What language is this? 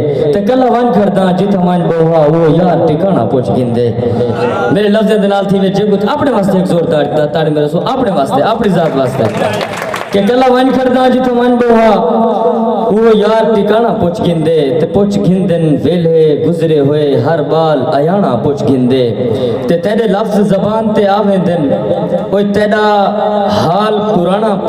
Saraiki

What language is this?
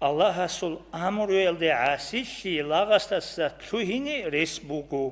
Avaric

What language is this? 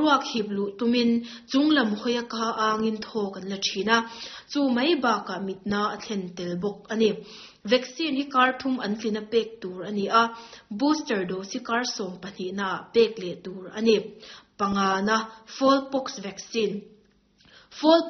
Mizo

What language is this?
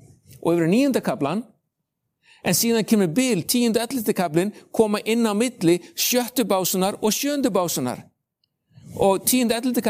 Icelandic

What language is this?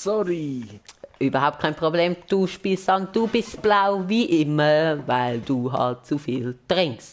Swiss German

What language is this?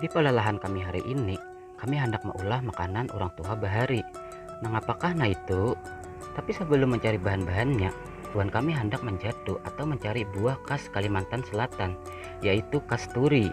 Banjar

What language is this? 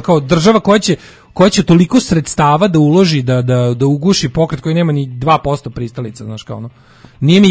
Serbian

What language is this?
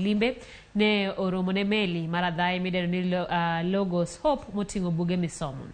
Luo (Kenya and Tanzania)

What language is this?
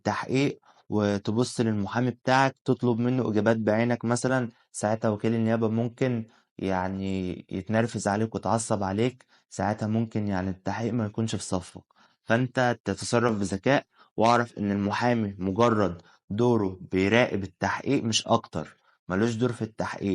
Egyptian Arabic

